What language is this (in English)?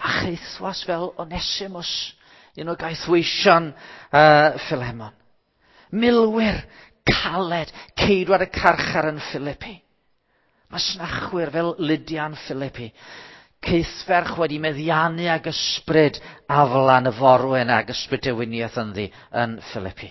Welsh